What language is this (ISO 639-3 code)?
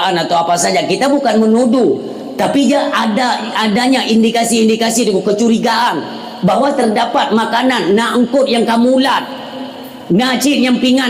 ace